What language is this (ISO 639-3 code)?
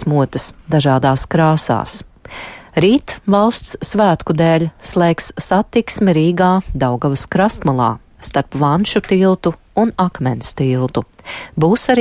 lav